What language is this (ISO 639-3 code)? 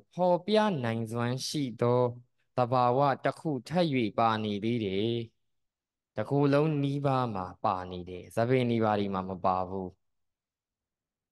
mya